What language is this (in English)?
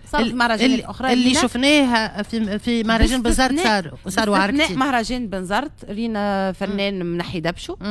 Tunisian Arabic